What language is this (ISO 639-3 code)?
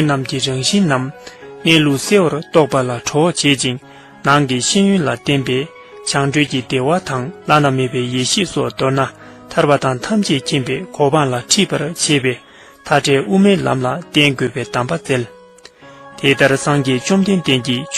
bod